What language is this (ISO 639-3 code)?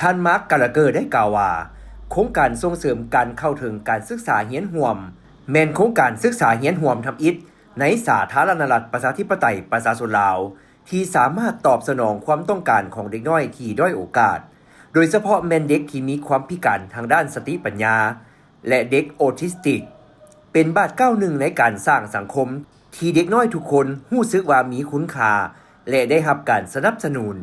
lao